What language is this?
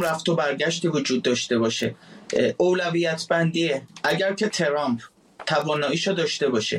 Persian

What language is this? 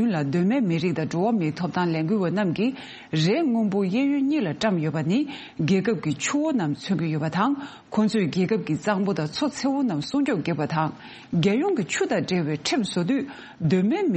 Tibetan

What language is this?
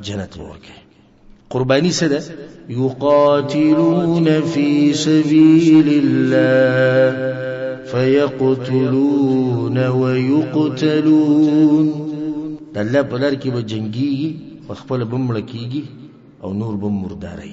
Pashto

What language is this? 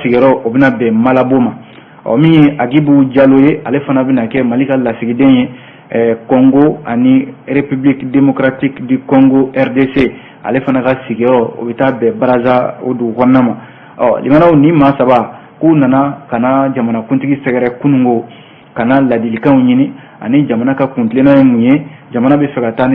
Bambara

